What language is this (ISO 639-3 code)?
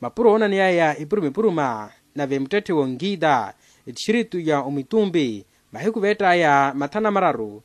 vmw